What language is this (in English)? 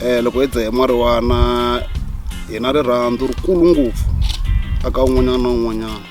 Tsonga